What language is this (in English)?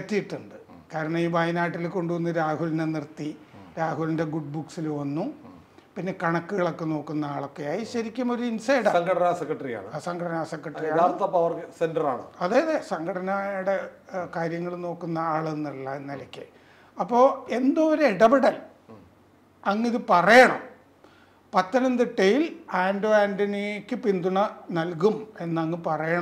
Malayalam